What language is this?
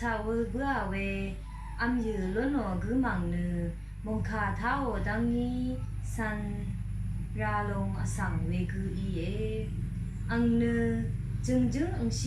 Rawang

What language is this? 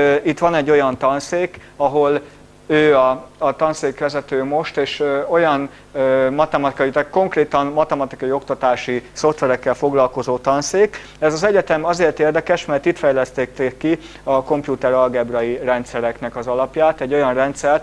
Hungarian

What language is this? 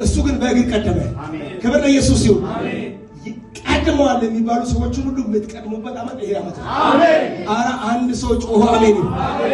Amharic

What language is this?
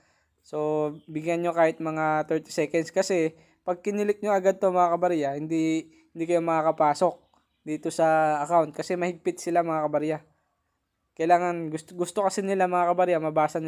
Filipino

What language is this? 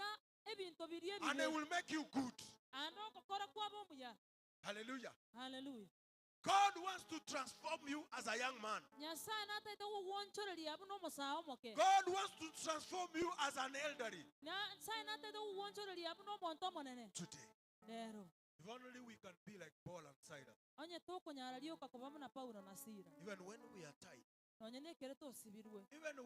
Gusii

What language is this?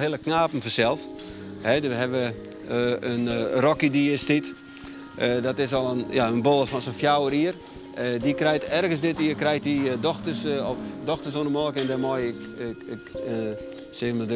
Western Frisian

